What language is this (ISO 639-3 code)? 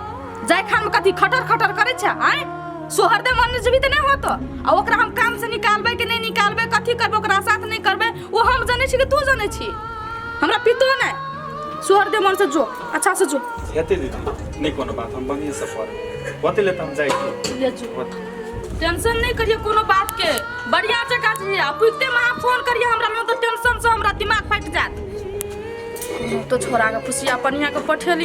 mai